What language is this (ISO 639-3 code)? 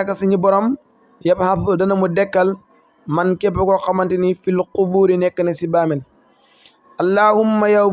wol